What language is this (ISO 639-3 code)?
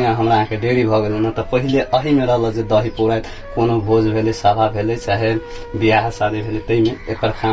mai